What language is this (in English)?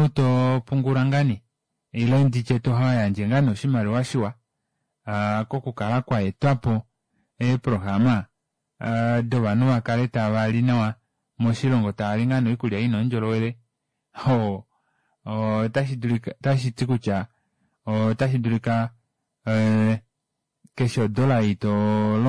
Kuanyama